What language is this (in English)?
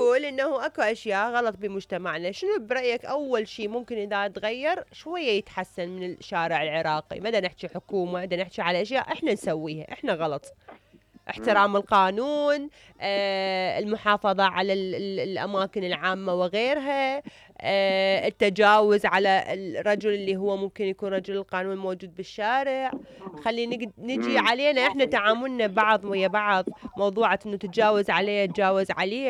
Mesopotamian Arabic